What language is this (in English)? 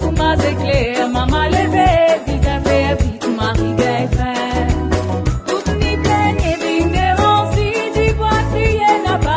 Morisyen